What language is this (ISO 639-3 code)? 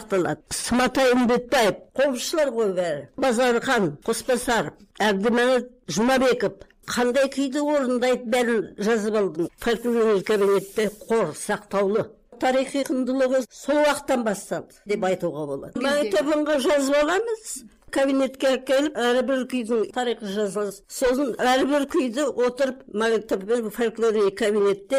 kaz